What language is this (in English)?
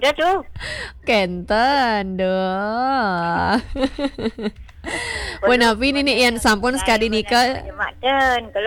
Balinese